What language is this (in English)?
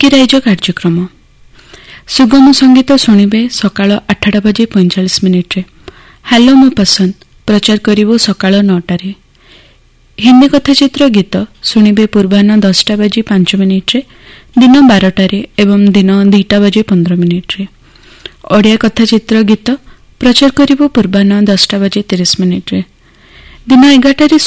Odia